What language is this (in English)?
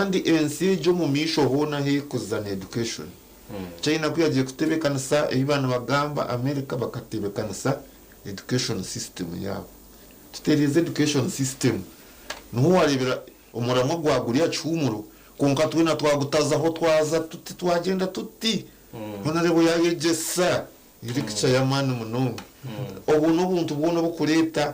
Nyankole